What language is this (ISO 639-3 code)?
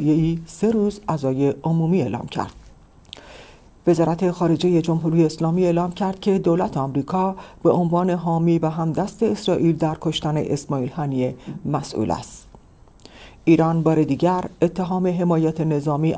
fas